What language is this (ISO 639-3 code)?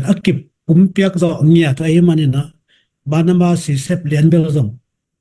ctd